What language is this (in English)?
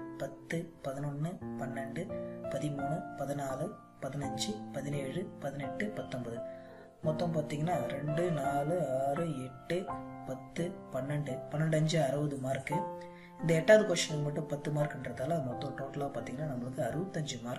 Tamil